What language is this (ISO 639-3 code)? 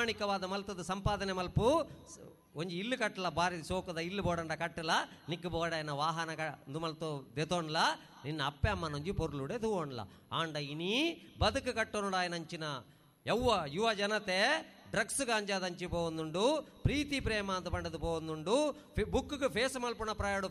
tcy